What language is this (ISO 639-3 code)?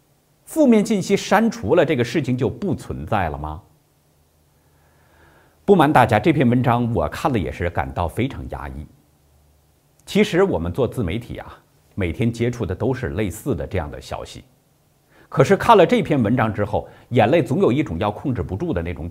zho